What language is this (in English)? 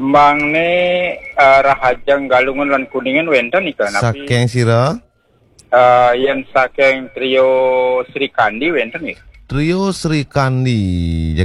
Balinese